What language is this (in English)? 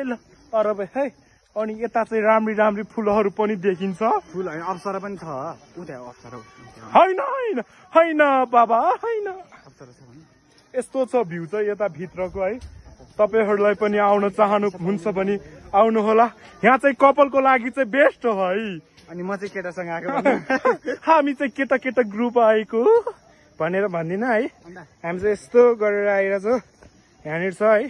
Nepali